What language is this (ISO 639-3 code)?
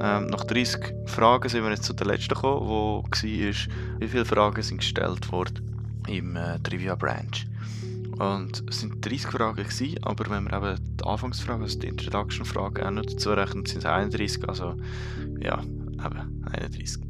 gsw